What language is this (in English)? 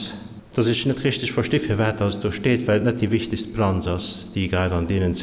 Luxembourgish